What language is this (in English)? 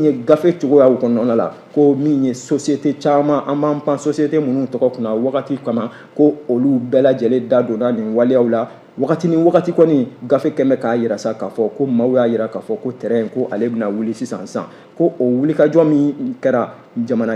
Bambara